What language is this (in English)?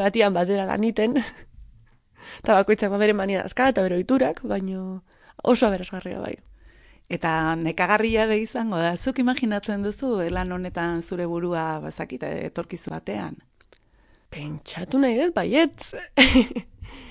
Basque